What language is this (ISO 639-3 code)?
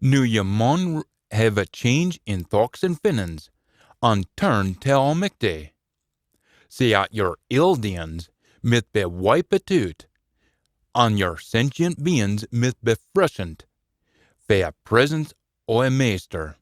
sco